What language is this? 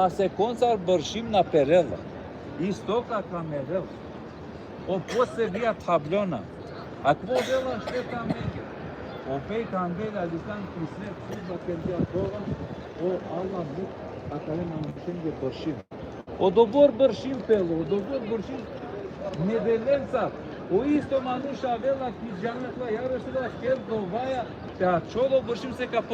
Balkan Romani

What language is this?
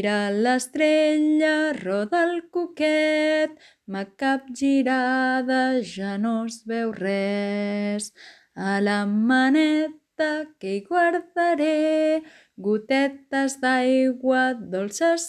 Catalan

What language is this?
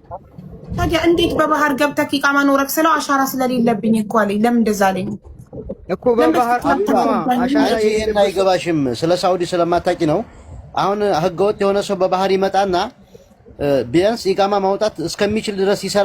Amharic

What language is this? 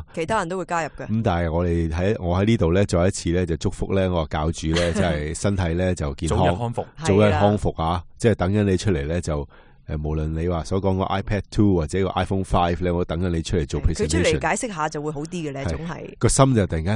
Cantonese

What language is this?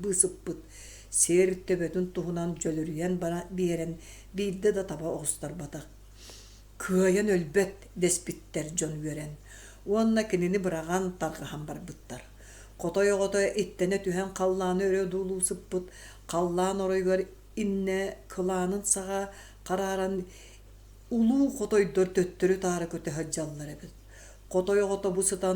Yakut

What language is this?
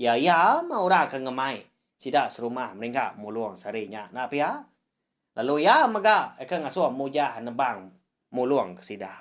Iban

